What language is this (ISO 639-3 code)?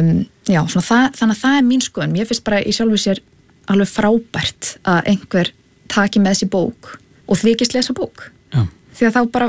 isl